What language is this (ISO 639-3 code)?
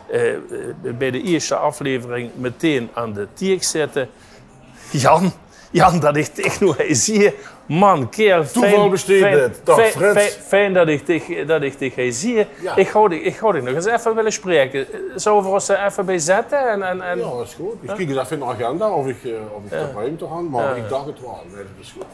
lim